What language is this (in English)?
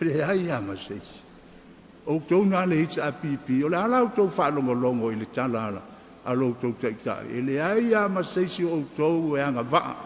Samoan